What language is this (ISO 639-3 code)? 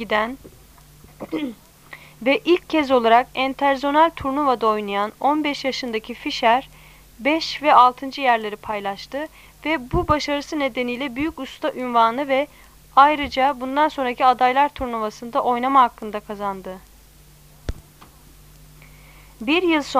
tur